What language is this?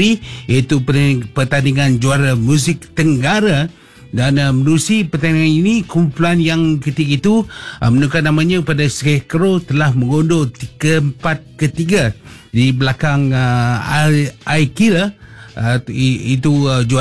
Malay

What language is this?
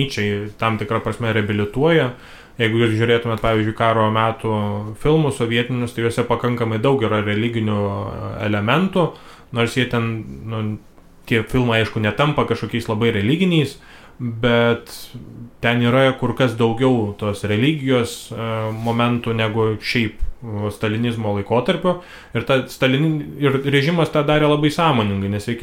Lithuanian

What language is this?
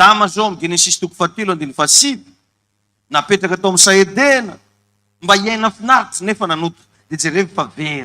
Malagasy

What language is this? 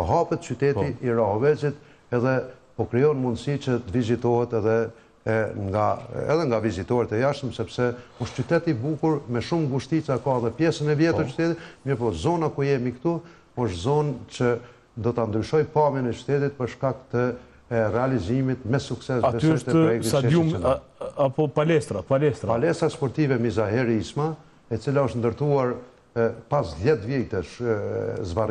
Albanian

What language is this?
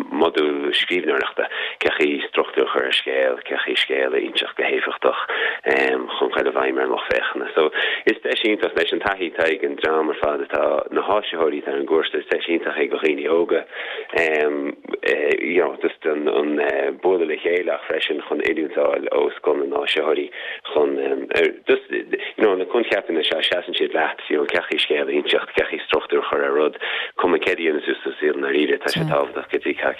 Irish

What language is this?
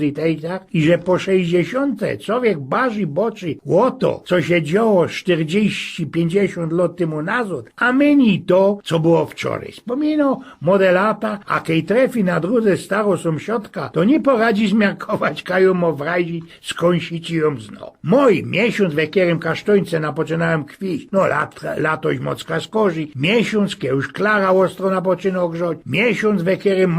Silesian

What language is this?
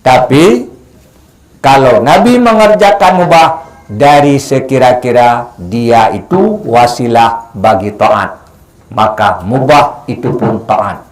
Achinese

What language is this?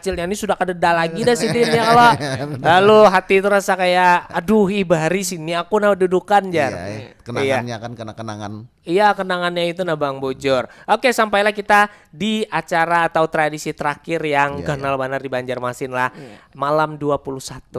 Banjar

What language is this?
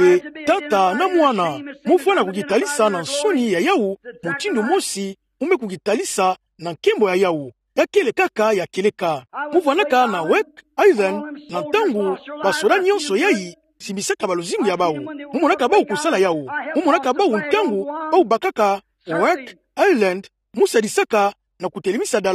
Kituba (Democratic Republic of Congo)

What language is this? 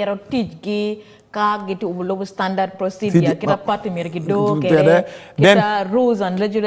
Acoli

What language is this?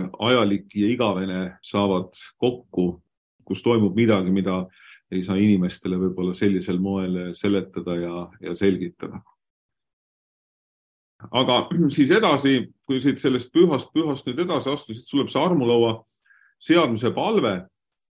Estonian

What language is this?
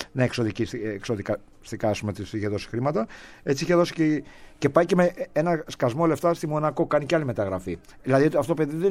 Greek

